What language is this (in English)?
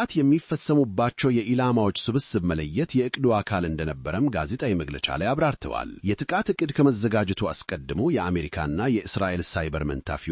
Amharic